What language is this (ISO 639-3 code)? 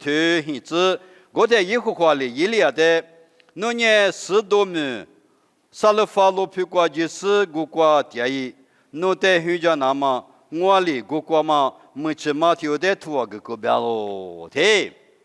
lis